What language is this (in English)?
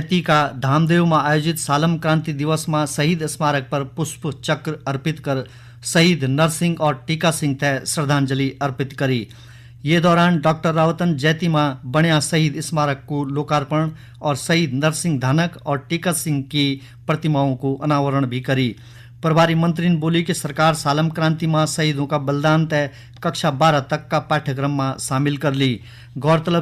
Garhwali